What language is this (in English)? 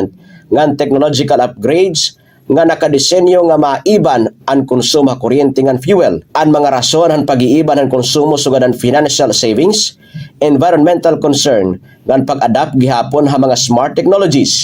Waray